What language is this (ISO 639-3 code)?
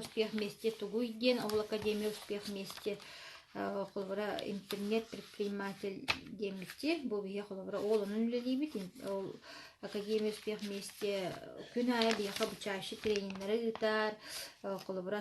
sah